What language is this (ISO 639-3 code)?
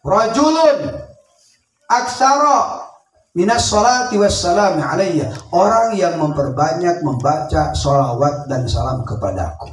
sun